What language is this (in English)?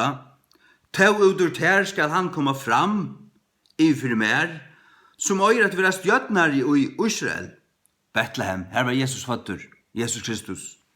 Faroese